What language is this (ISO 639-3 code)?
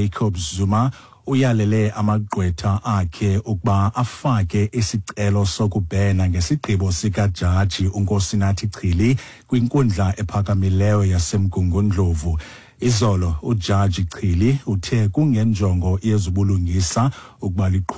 xho